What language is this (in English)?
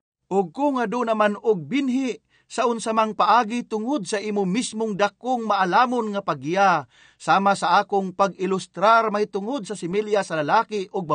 Cebuano